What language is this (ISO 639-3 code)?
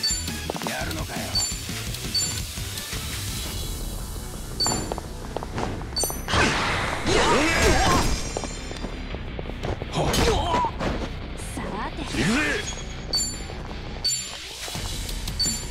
jpn